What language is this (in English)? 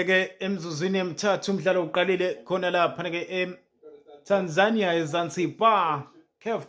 Zulu